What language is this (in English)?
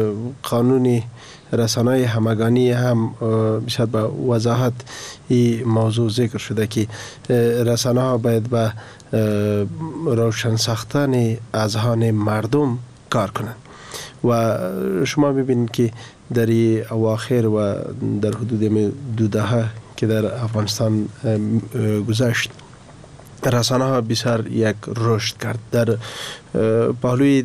Persian